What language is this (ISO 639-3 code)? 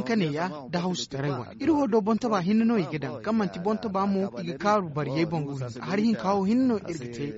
dje